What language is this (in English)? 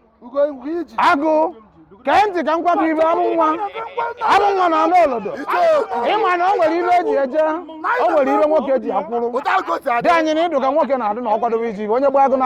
Igbo